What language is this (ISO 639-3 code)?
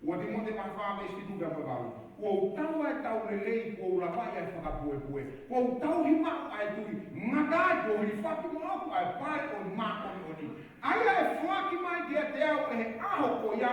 ton